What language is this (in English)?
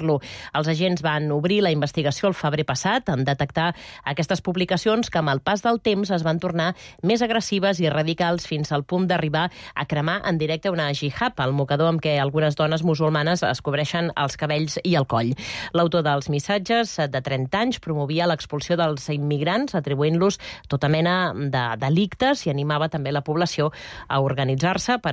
Catalan